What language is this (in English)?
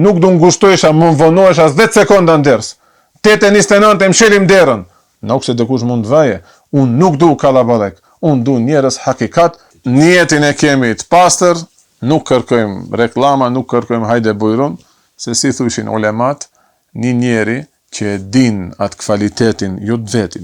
Albanian